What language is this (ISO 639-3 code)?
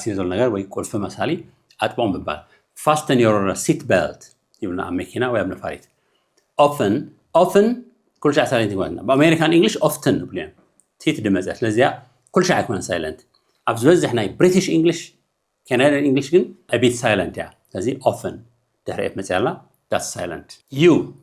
tir